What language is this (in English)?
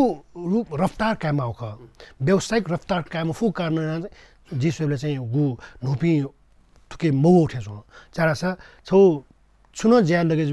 Newari